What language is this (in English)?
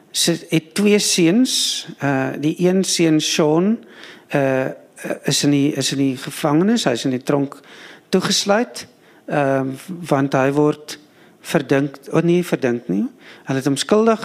Afrikaans